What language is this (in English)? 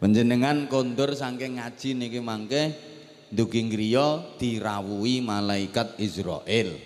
Javanese